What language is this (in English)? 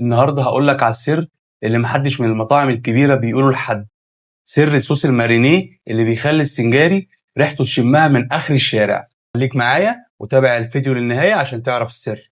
Egyptian Arabic